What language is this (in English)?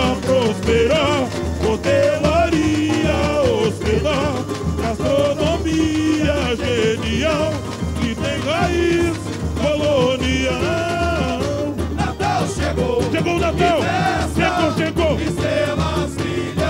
Portuguese